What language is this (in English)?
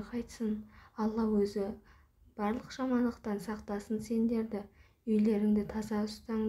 Kazakh